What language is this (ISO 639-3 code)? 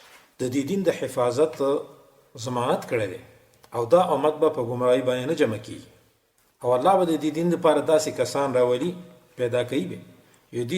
pus